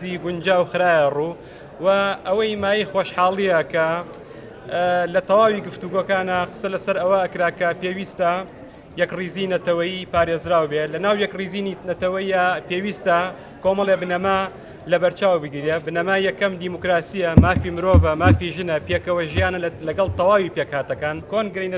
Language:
Central Kurdish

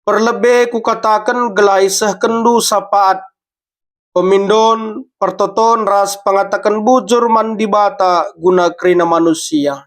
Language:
Batak Karo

